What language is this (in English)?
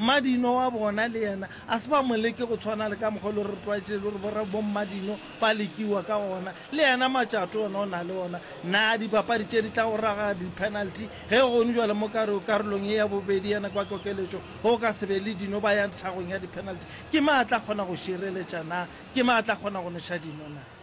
Northern Sotho